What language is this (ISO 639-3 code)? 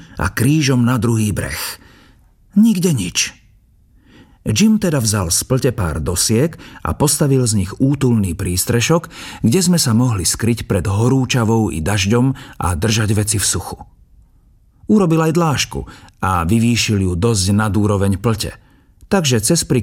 slk